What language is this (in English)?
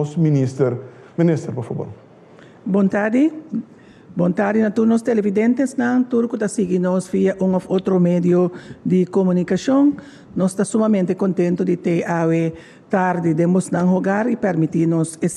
Papiamento